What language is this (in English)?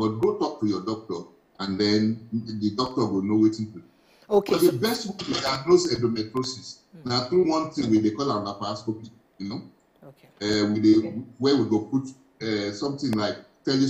Nigerian Pidgin